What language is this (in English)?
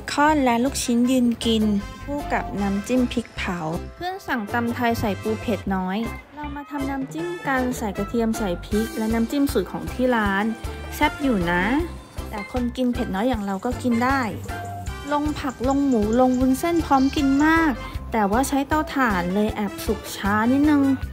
Thai